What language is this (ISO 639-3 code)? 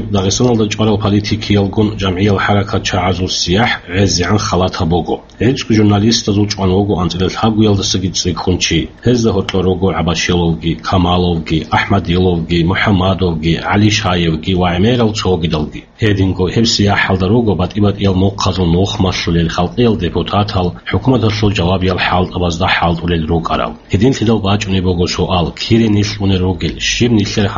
ava